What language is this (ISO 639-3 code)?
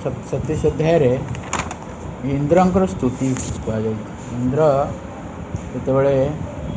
ori